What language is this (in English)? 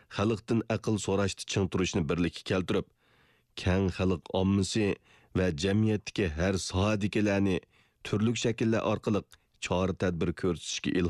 Uyghur